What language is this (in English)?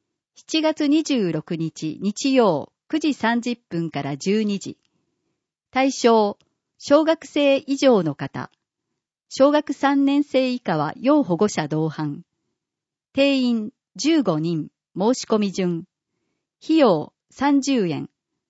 Japanese